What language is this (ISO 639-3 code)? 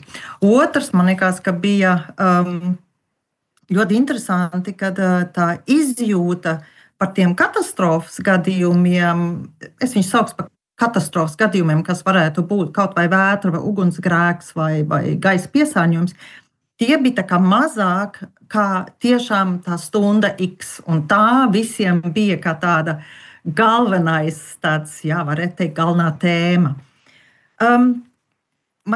lav